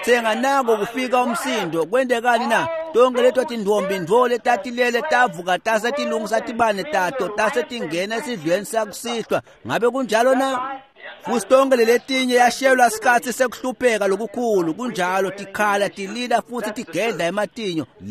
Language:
Swati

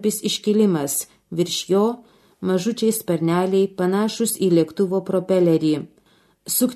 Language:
Lithuanian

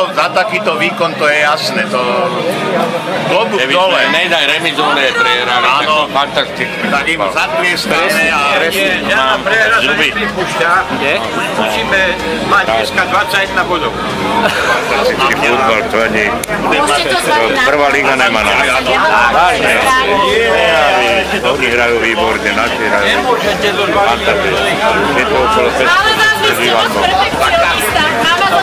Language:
Slovak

